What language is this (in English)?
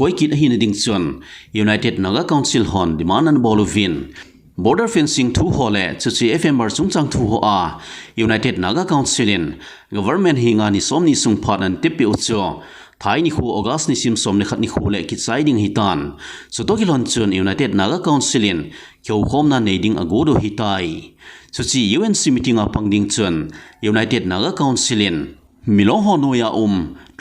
Thado Chin